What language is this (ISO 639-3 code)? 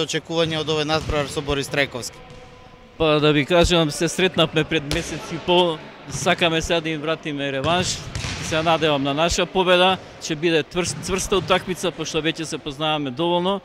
mkd